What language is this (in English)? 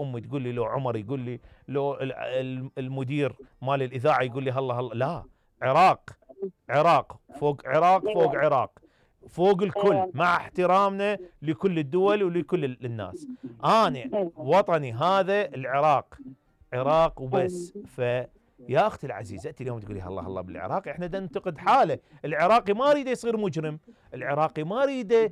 Mesopotamian Arabic